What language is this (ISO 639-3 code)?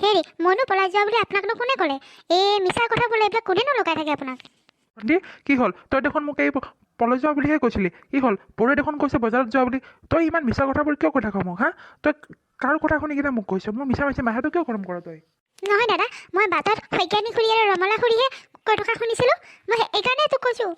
asm